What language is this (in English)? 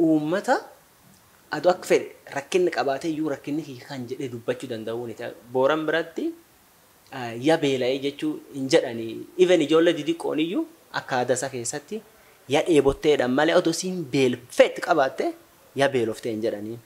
Oromo